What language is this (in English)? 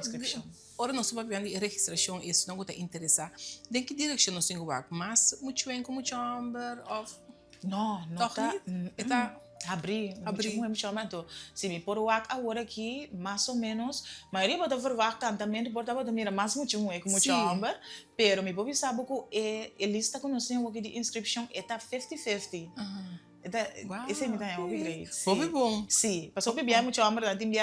Papiamento